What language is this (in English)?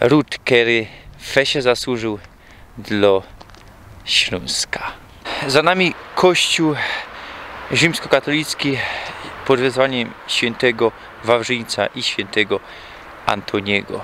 Silesian